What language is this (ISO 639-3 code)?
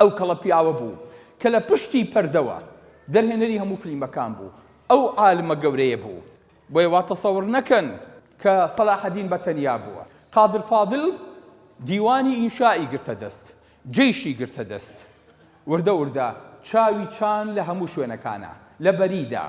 ckb